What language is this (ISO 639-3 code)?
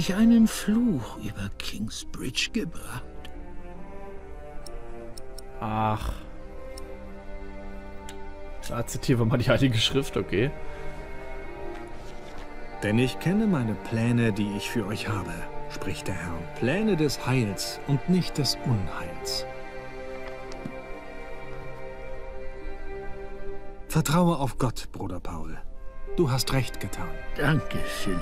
deu